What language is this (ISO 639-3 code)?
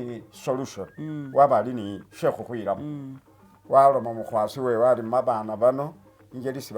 myx